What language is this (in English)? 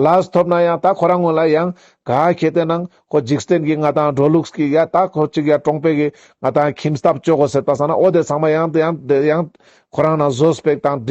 Ladakhi